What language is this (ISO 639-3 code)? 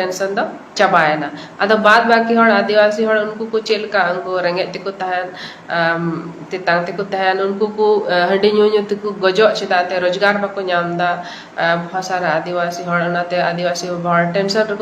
sat